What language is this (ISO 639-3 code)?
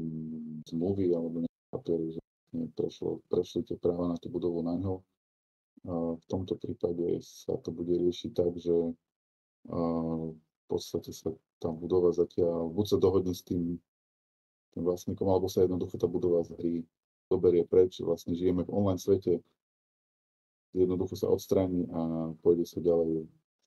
slk